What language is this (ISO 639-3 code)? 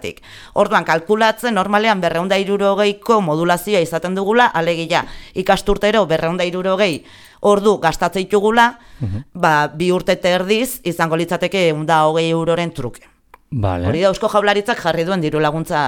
eus